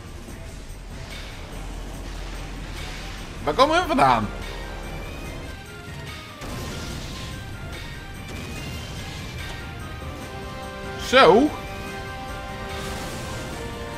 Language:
Dutch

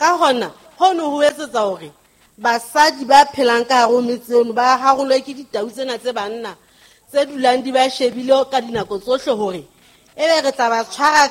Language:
Southern Sotho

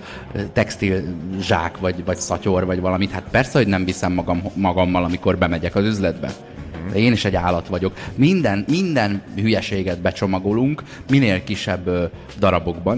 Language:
Hungarian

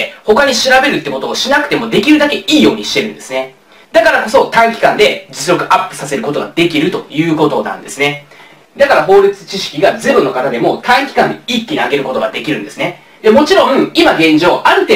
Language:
Japanese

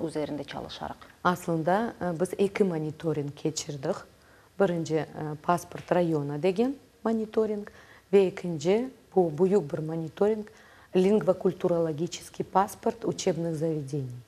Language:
Crimean Tatar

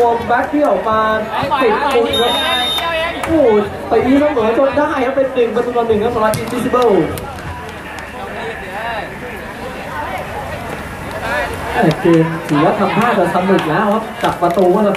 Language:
Thai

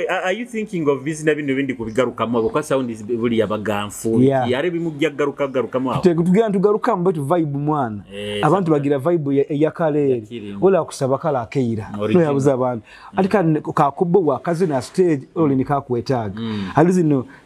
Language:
Nyoro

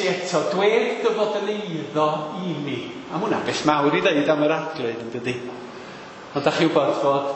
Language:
Welsh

